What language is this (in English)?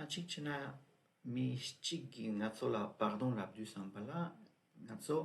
Tibetan